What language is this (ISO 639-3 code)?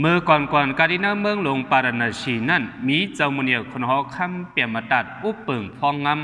shn